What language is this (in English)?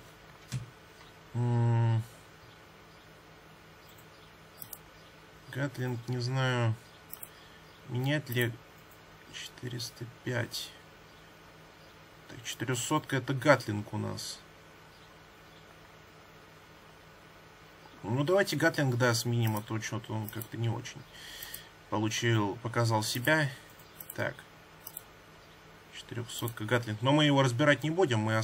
Russian